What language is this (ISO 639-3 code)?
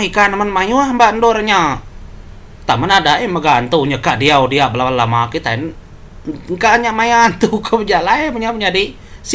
iba